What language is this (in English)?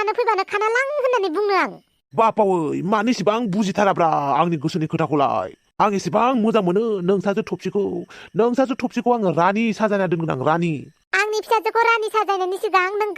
Bodo